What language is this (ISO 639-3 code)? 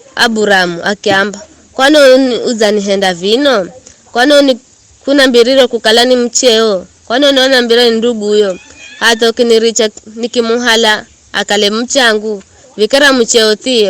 nyf